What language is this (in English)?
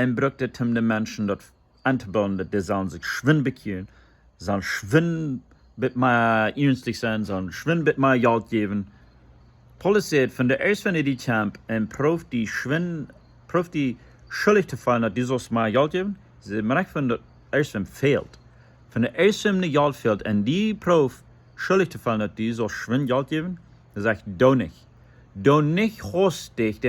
Plautdietsch